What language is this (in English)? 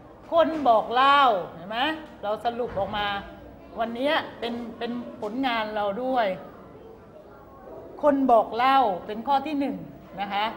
Thai